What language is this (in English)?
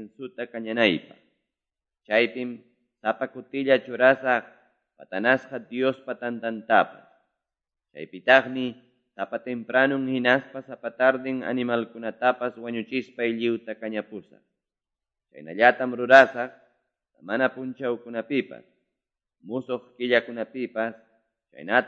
Quechua